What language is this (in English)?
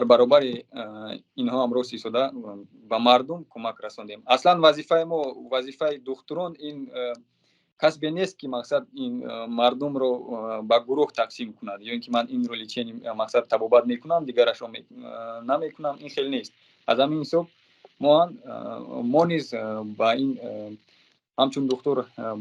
Tajik